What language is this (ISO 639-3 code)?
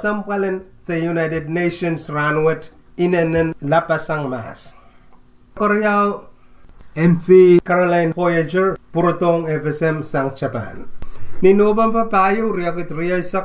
pon